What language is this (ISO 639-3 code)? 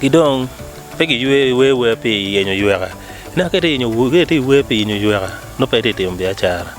ach